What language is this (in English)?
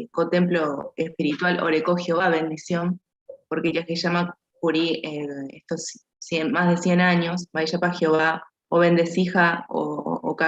Guarani